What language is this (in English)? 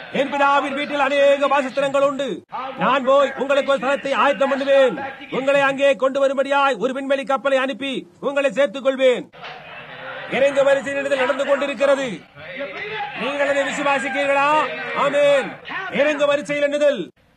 Tamil